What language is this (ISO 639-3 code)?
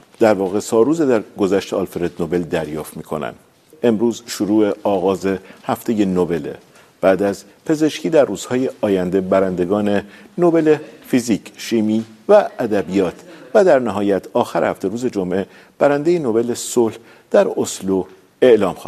fas